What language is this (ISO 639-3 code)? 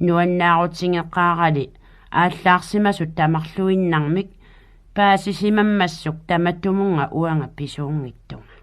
kal